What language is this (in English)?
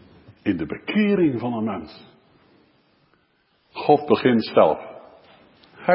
Dutch